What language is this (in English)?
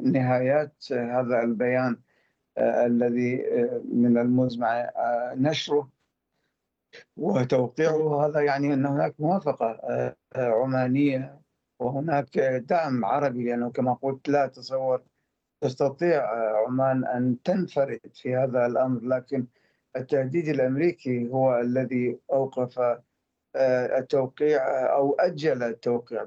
Arabic